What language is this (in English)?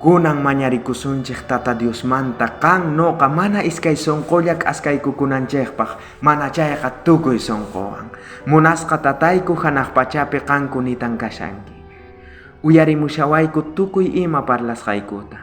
South Bolivian Quechua